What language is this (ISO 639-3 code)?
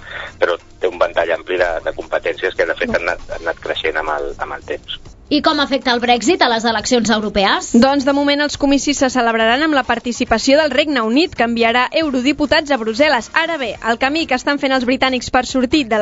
cat